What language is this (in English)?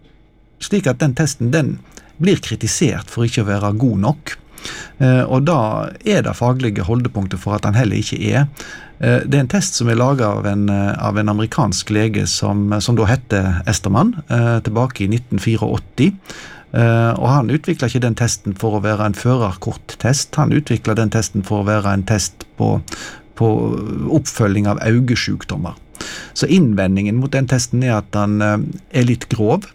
Norwegian